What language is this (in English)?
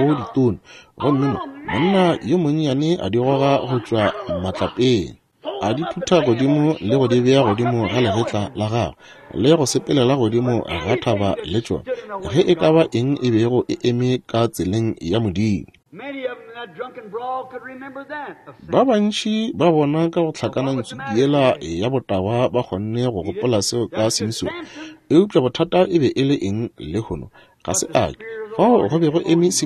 Northern Sotho